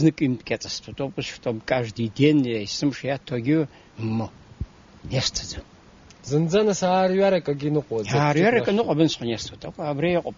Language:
Abkhazian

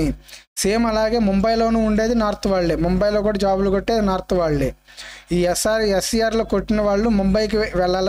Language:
Telugu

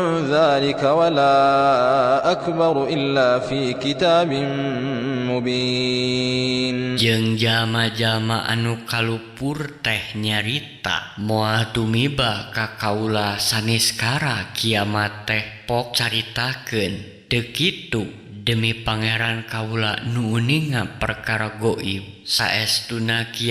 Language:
Sundanese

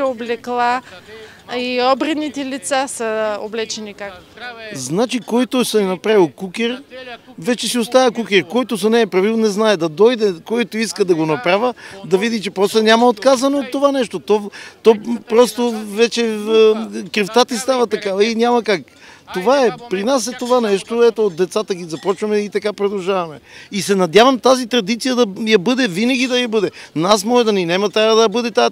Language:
Bulgarian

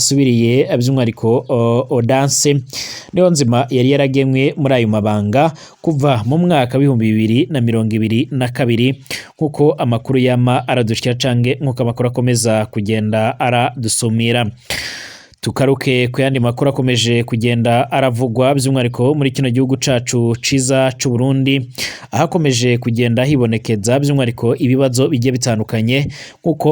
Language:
Rundi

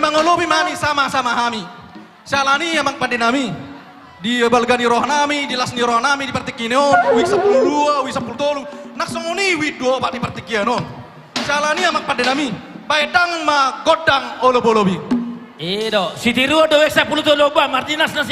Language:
Batak Toba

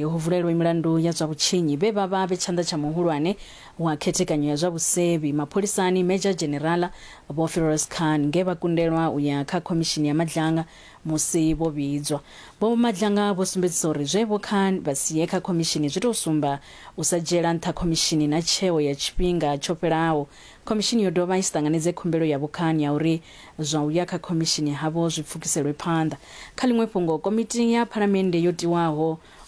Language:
Venda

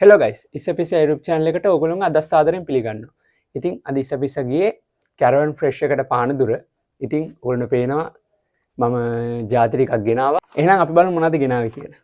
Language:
Sinhala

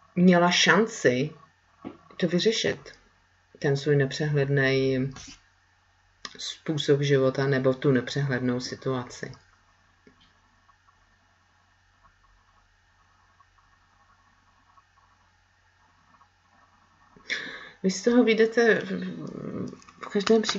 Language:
Czech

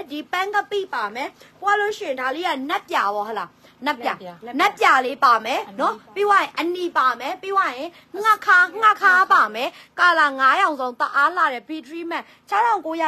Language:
Burmese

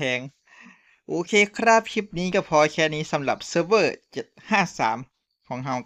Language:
Northeastern Thai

